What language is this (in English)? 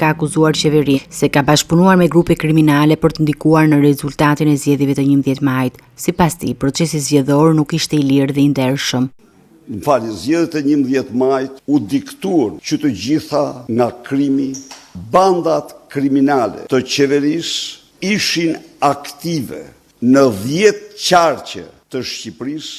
Albanian